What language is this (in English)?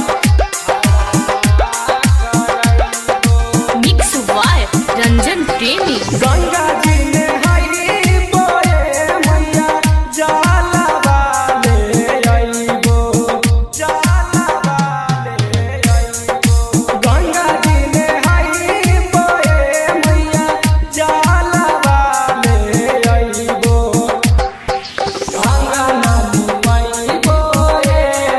Bhojpuri